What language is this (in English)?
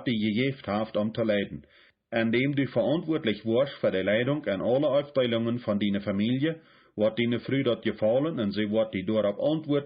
Plautdietsch